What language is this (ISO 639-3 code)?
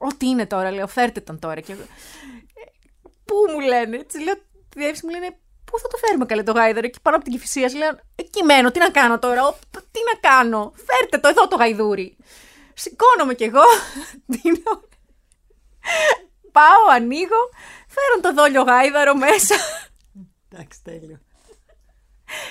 ell